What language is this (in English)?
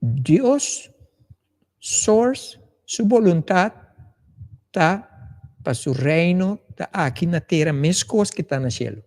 Papiamento